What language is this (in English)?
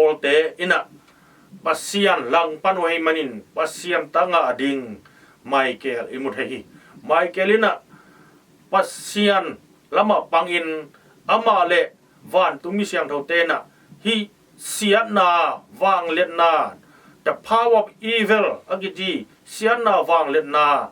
Tedim Chin